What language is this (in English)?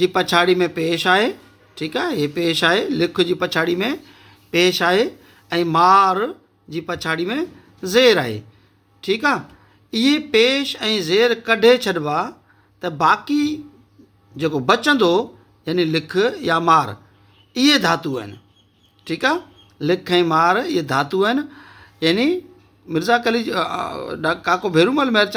Sindhi